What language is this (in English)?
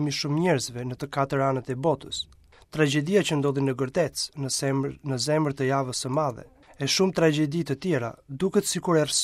Albanian